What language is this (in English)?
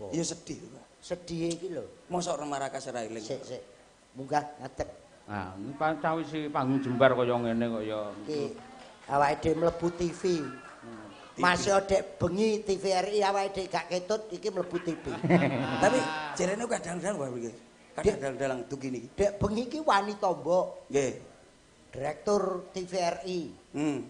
Javanese